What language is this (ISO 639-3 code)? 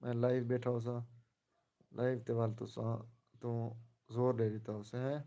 skr